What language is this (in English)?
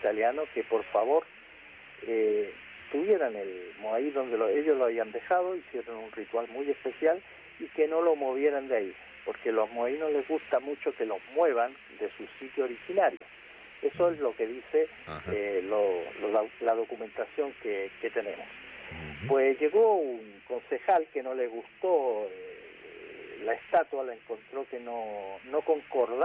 Spanish